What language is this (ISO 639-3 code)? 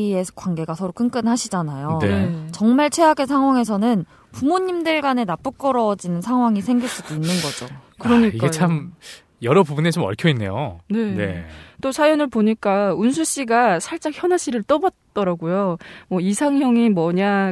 kor